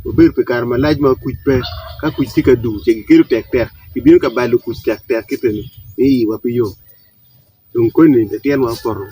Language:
Acoli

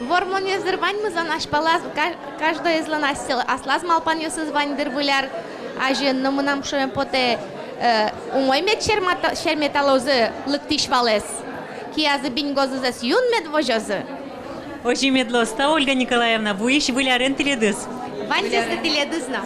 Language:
Udmurt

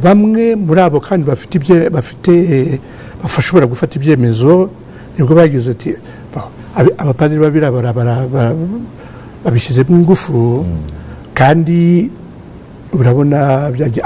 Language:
Kinyarwanda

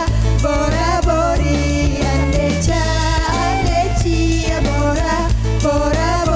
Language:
Musi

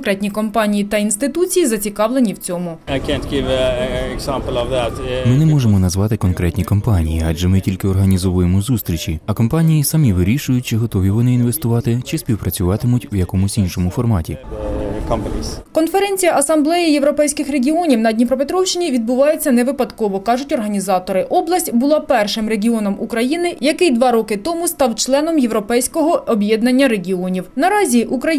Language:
Ukrainian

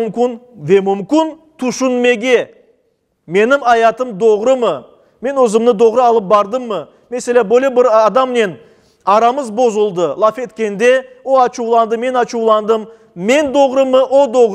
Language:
Crimean Tatar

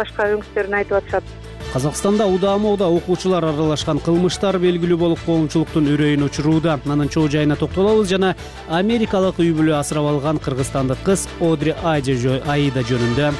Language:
Kyrgyz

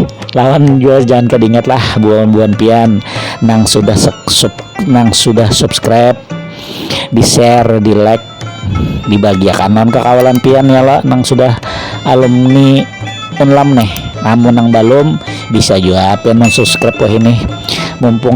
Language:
Banjar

